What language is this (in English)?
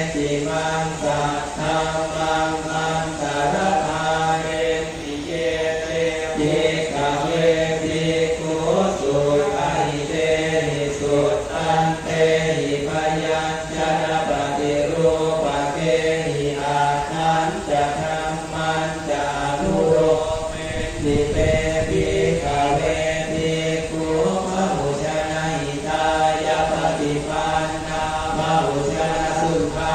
Pali